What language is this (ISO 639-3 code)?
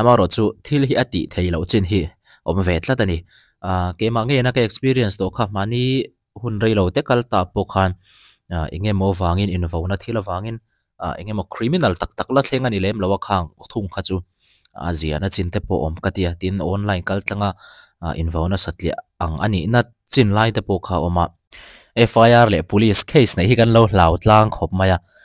lus